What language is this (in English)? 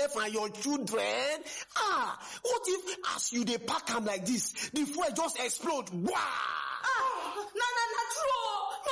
Nigerian Pidgin